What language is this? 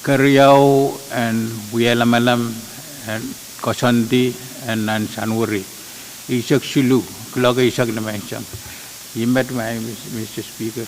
Pohnpeian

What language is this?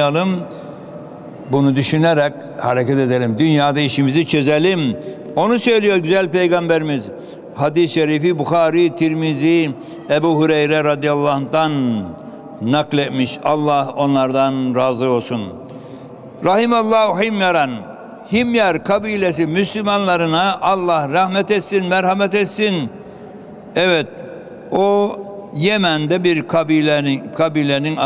Turkish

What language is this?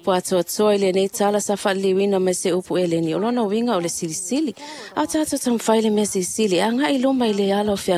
Samoan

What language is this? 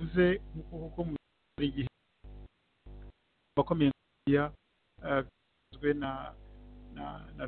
Kinyarwanda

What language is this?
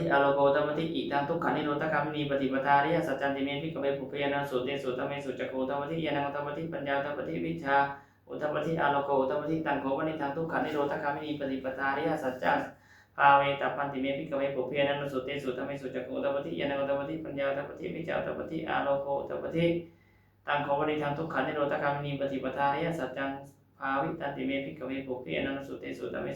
Pali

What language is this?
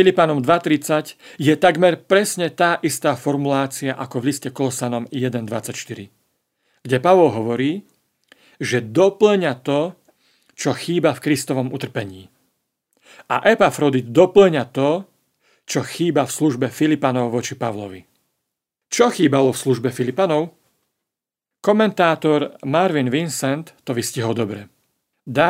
Slovak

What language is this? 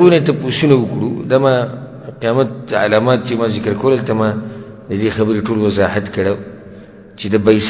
Pashto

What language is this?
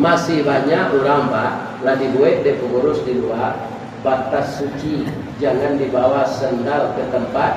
Minangkabau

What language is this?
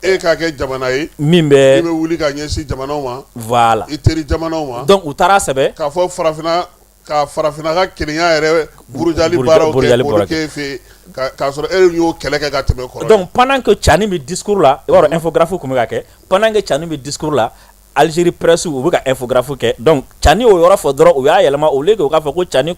Bambara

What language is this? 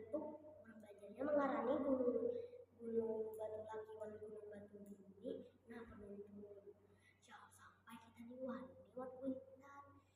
Banjar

